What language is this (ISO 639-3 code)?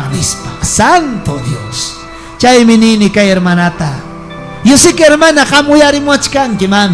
quy